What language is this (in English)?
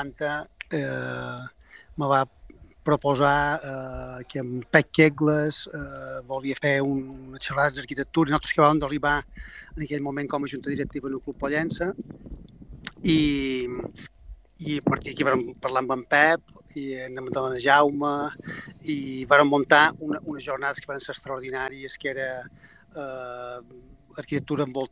Catalan